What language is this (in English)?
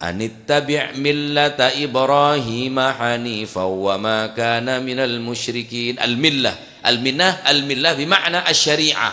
Madurese